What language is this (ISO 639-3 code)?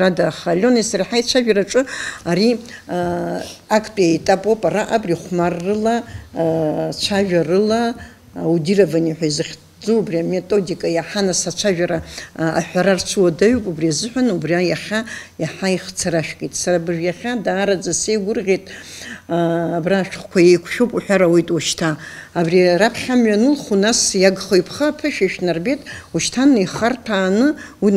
abk